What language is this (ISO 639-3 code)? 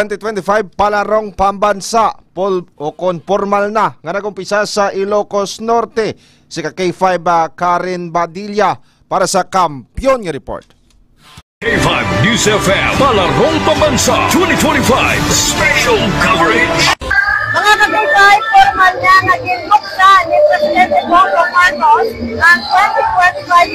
hil